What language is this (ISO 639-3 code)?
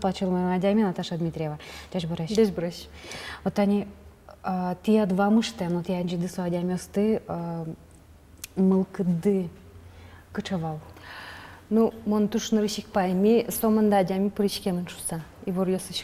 udm